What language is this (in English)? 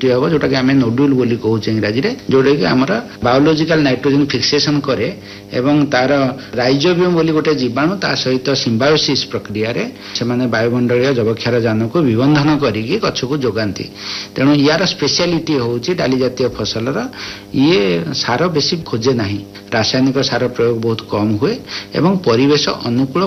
Odia